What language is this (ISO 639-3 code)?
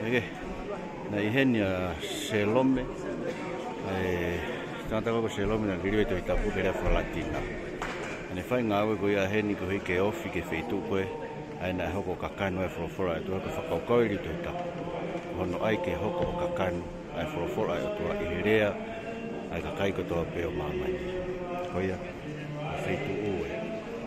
ton